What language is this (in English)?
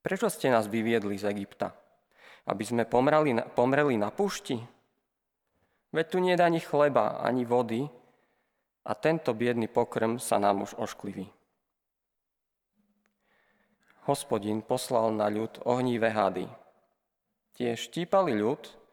Slovak